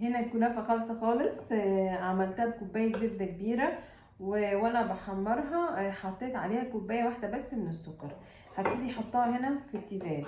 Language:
Egyptian Arabic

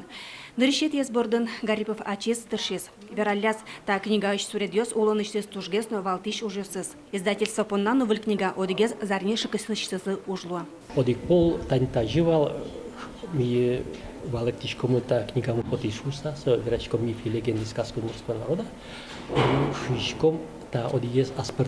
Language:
Udmurt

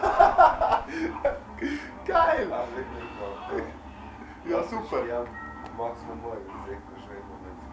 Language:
Bavarian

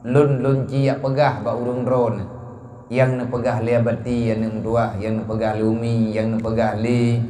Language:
Achinese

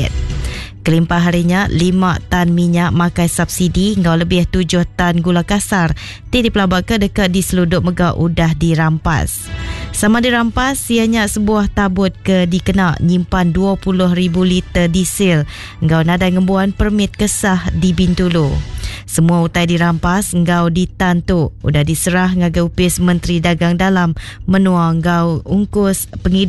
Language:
Iban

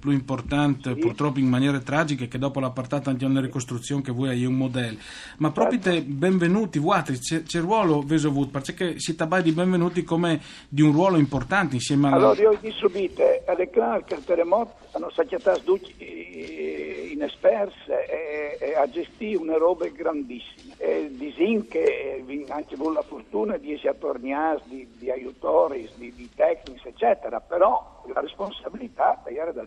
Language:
Friulian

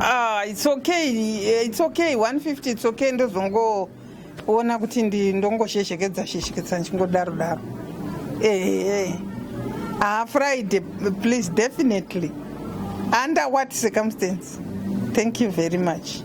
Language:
Shona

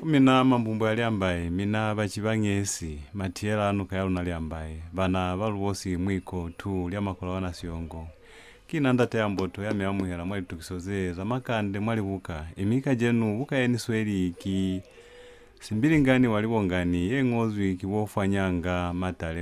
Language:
Lozi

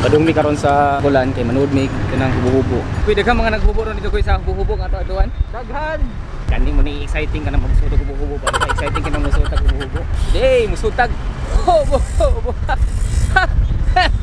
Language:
Cebuano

